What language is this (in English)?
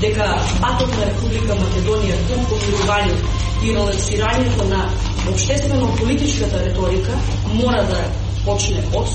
Macedonian